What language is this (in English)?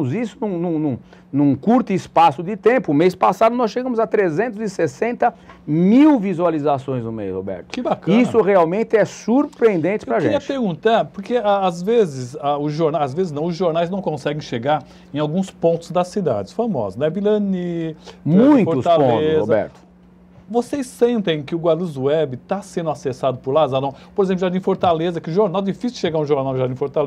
Portuguese